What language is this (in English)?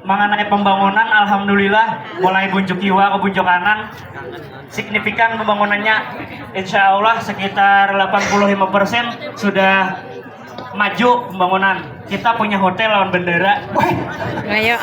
Banjar